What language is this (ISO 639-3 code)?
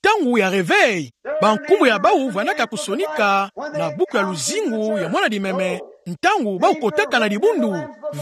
ktu